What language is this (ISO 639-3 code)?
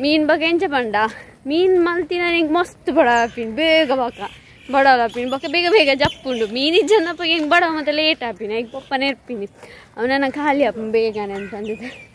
tcy